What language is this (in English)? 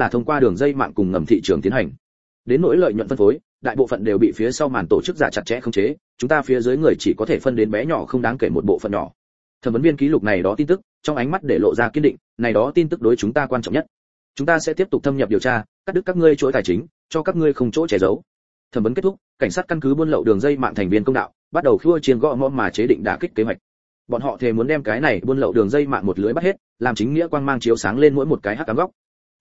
Vietnamese